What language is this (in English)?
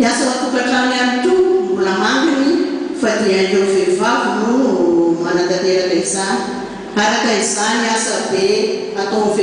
Malagasy